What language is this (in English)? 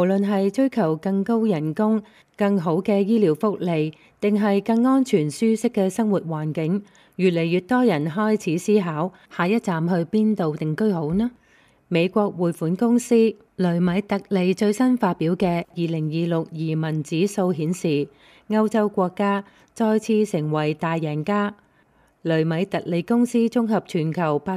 Cantonese